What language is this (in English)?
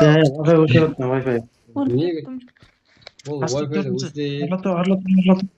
Kara-Kalpak